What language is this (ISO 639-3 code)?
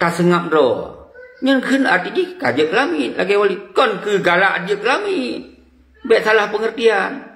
ace